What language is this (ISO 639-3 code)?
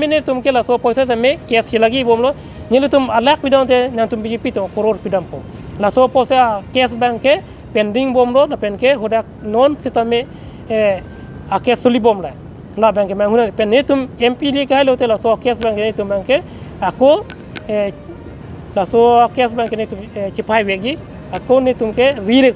mjw